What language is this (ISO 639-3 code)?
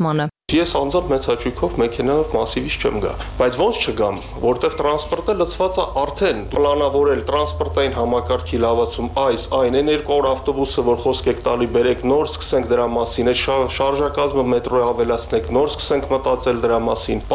hye